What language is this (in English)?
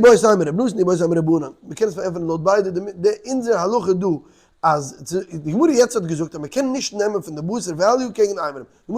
Yiddish